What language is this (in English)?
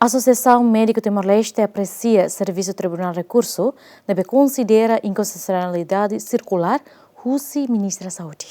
Tetum